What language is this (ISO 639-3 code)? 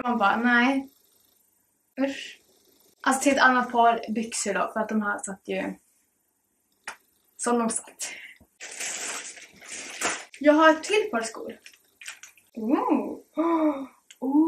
swe